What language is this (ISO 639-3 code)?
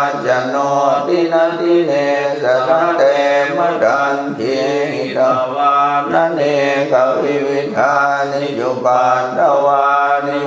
pli